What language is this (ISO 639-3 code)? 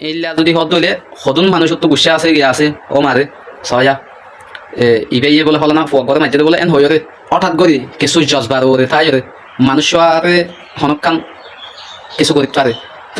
rhg